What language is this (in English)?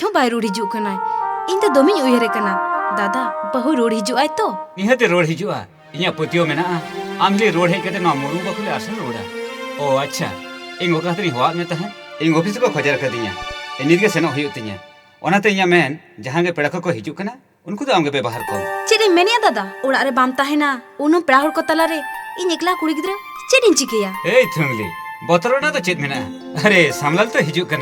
Santali